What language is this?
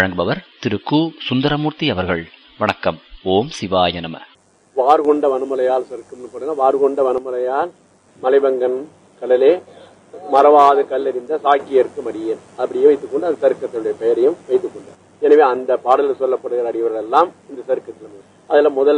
Tamil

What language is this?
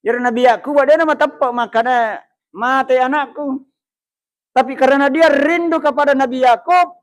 Buginese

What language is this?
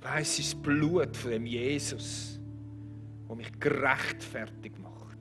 Swiss German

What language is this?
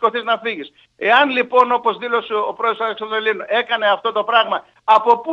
Greek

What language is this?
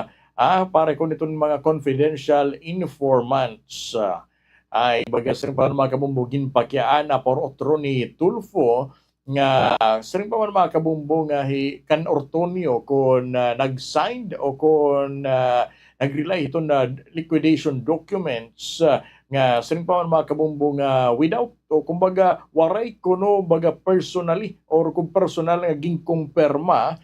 Waray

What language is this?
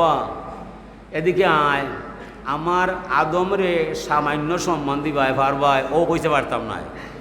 Sylheti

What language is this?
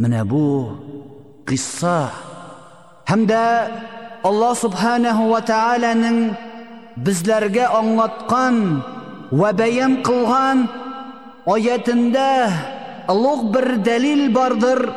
Tatar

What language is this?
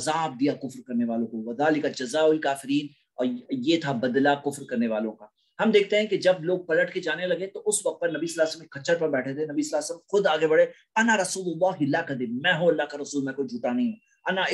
Urdu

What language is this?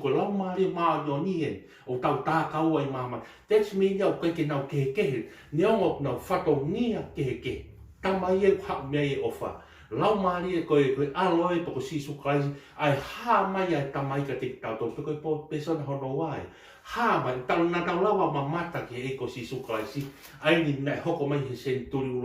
Tongan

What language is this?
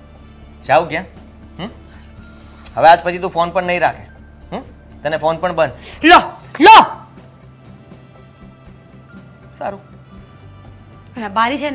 Gujarati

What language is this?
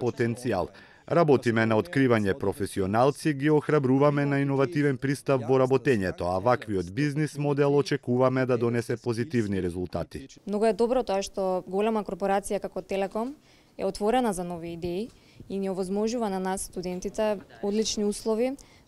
Macedonian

